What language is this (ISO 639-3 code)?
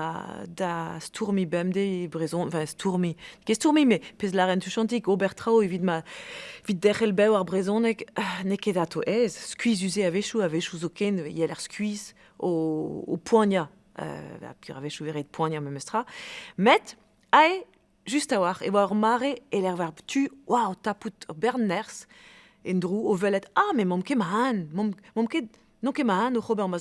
bre